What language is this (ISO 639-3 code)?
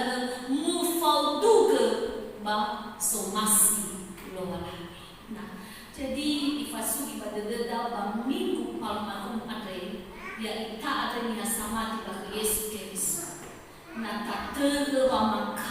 nia